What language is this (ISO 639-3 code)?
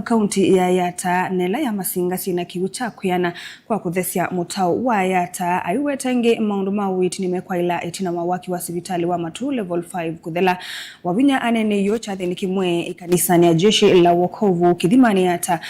kam